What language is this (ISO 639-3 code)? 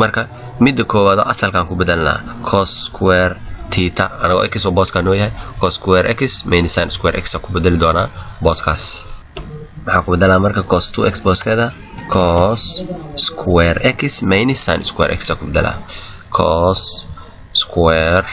som